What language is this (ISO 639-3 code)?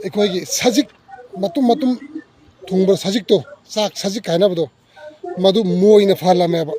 mni